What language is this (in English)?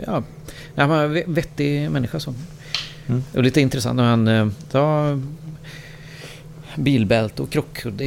Swedish